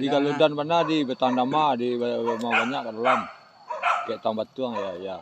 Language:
Minangkabau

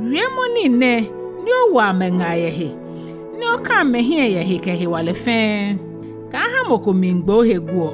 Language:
Ga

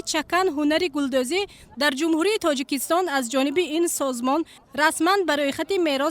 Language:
Tajik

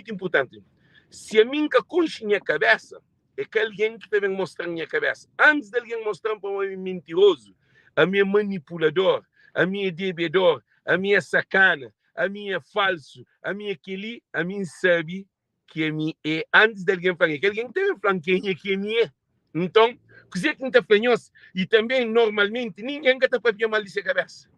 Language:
Kabuverdianu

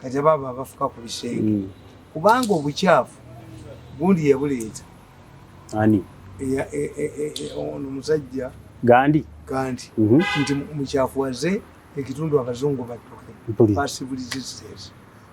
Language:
Ganda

